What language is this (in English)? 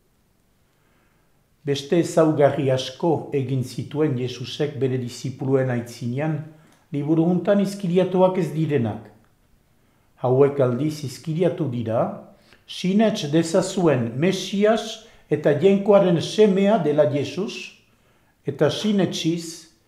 Basque